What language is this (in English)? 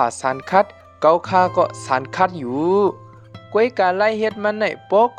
Shan